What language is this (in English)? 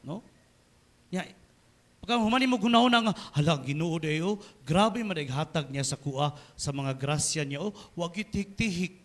Cebuano